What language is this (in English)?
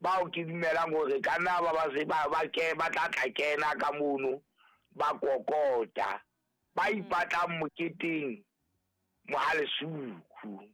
Southern Sotho